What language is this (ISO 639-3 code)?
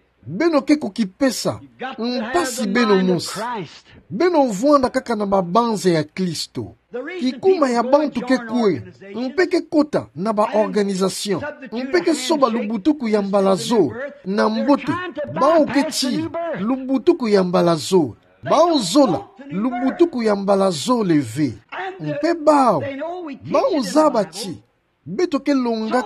ktu